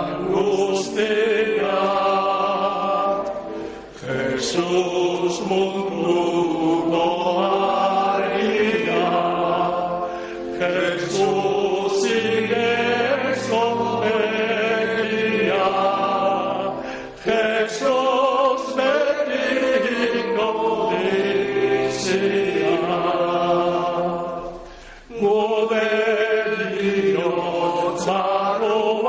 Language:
Basque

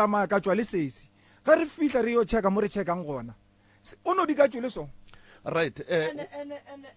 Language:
Northern Sotho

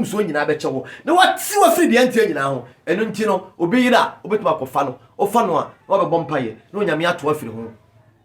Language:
Akan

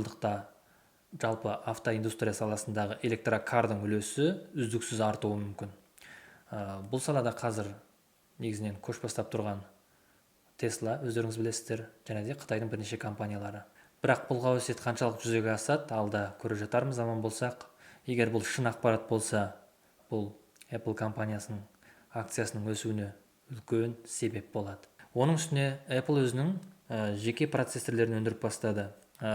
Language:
Kazakh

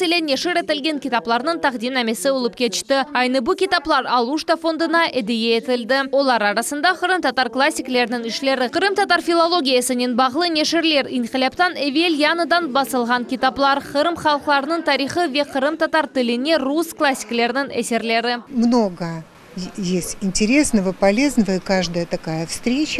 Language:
Crimean Tatar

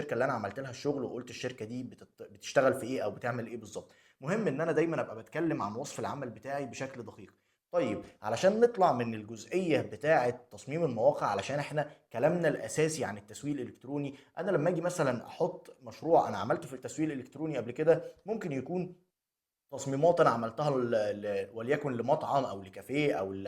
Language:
Egyptian Arabic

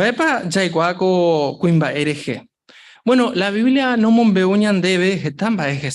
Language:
Guarani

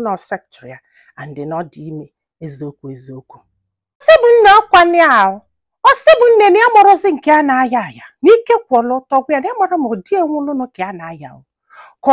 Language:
Igbo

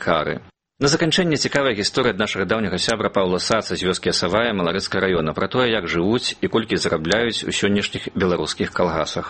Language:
Belarusian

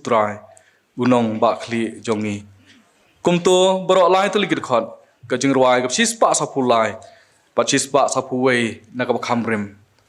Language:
Khasi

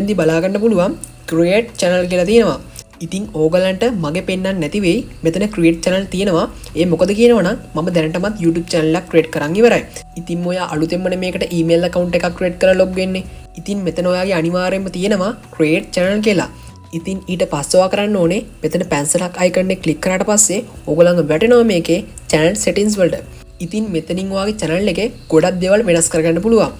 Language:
Sinhala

